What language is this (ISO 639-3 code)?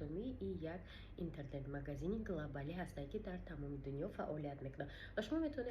tgk